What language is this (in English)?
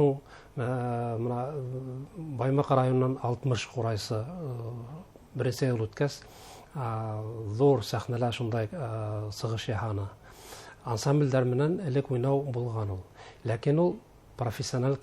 Bashkir